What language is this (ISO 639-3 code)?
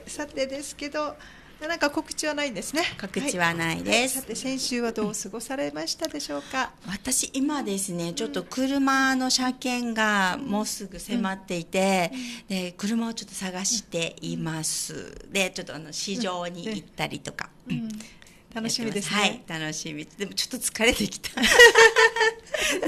jpn